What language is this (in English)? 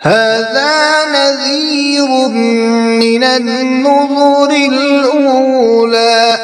Kashmiri